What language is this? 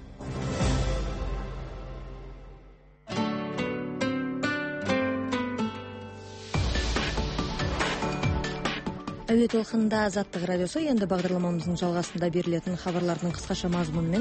Kazakh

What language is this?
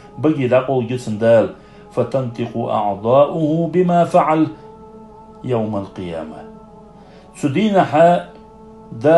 Ingush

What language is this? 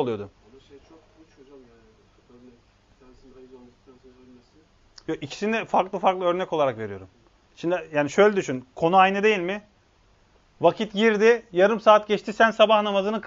Turkish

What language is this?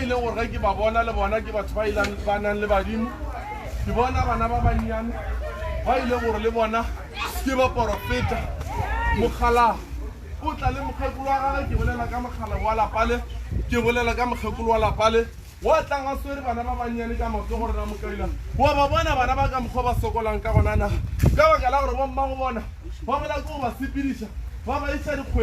Northern Sotho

